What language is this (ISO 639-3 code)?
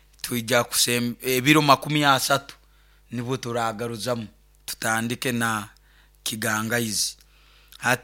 nyo